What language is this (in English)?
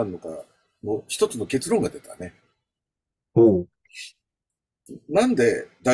Japanese